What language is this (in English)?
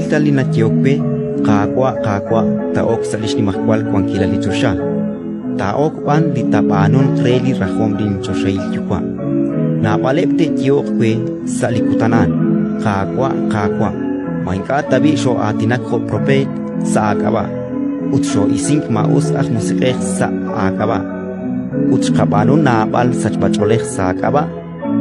Kekchí